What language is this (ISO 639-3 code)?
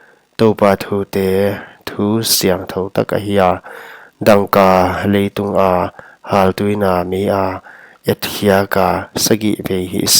pck